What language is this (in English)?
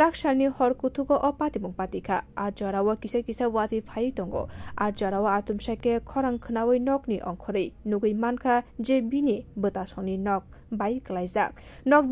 Kok Borok